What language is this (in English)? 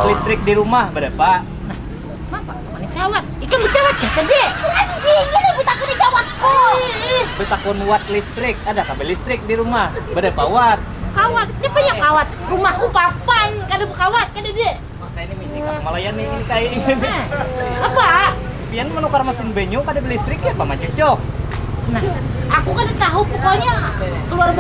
Banjar